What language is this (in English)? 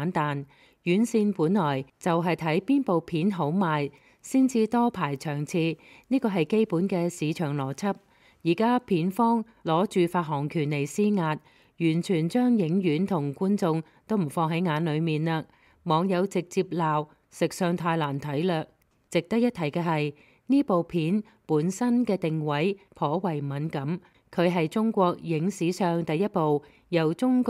Cantonese